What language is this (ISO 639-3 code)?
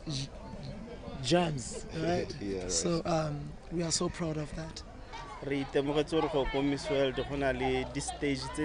tsn